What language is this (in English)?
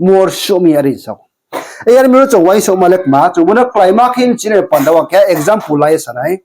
Riang (India)